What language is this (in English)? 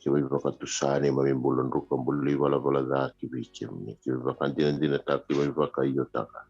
Fijian